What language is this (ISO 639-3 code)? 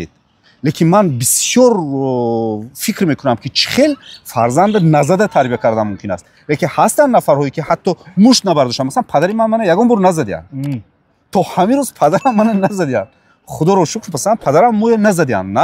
tgk